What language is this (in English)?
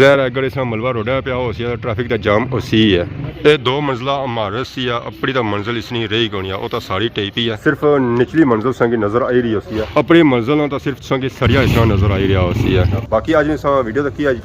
Pahari-Potwari